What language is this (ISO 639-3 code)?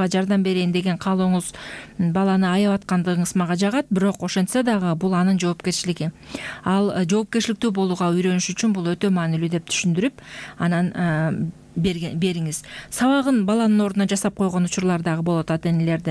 kir